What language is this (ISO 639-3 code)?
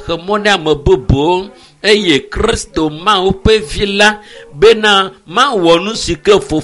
ewe